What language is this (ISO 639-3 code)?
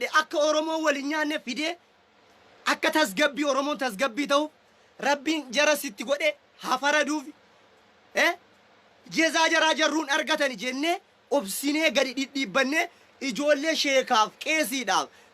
orm